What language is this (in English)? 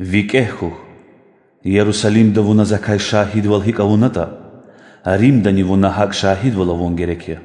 Lezghian